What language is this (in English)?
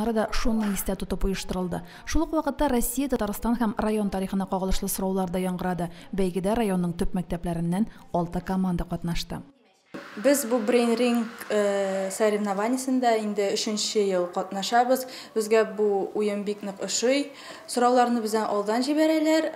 Tatar